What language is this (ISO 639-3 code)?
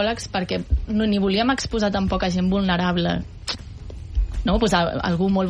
cat